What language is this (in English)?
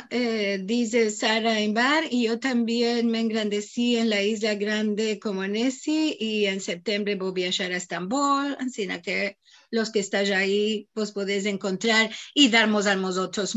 Ladino